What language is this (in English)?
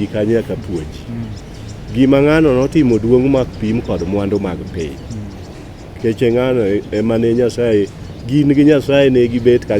Luo (Kenya and Tanzania)